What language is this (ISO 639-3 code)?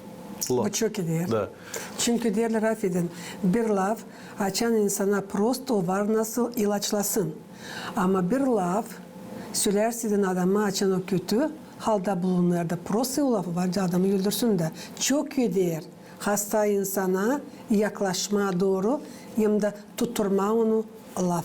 gag